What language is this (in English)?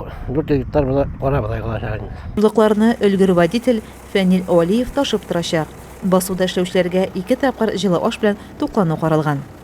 Tatar